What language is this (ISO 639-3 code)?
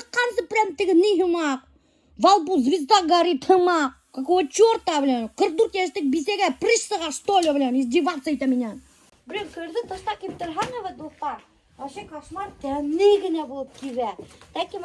bak